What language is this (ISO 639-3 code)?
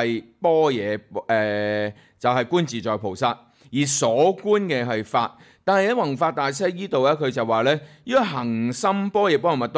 yue